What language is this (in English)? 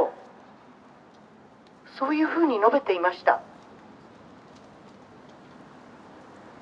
Japanese